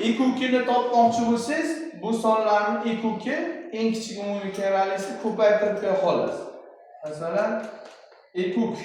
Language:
Uzbek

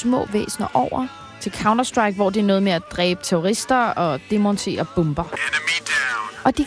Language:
Danish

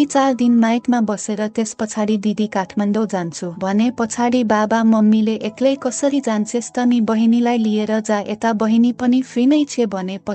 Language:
Nepali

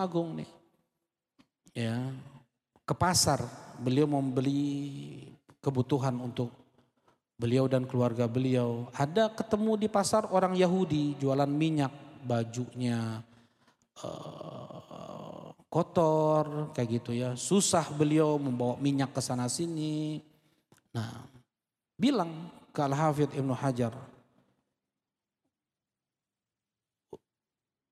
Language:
Indonesian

